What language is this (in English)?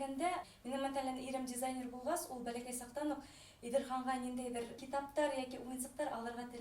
Bashkir